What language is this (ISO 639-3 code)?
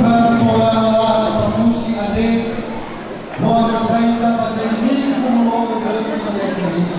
nia